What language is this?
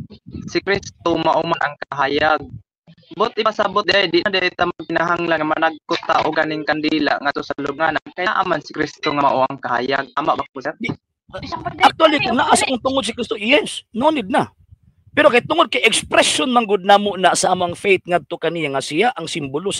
Cebuano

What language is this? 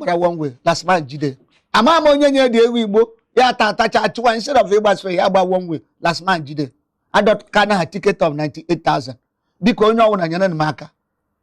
Igbo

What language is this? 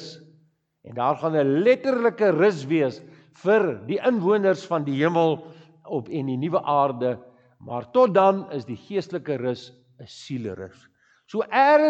Afrikaans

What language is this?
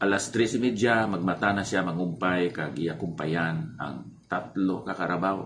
Hiligaynon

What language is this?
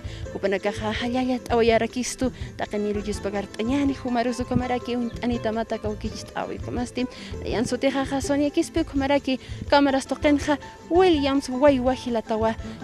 Aymara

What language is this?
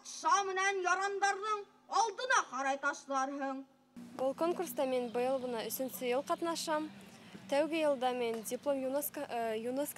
Bashkir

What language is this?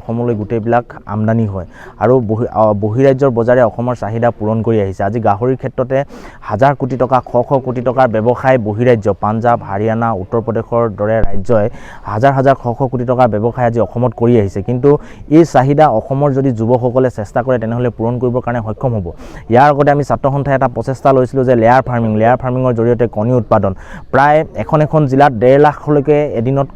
Assamese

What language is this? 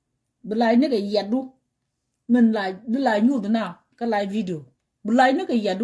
Nuer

